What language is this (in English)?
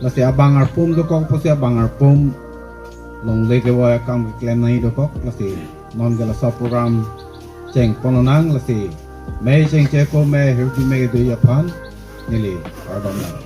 Karbi